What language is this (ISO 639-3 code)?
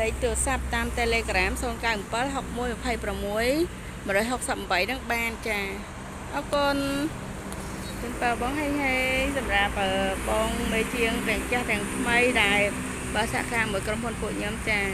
khm